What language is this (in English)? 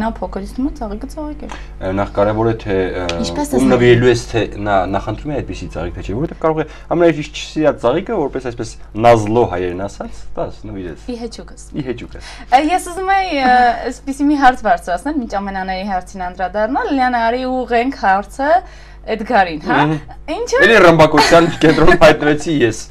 Armenian